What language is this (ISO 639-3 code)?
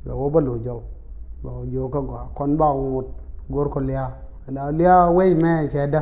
nus